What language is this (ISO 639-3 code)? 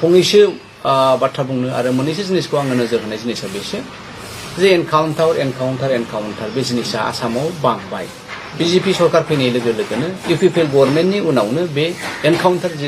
brx